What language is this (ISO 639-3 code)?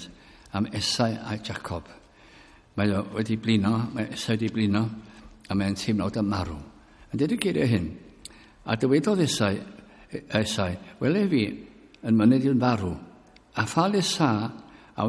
cym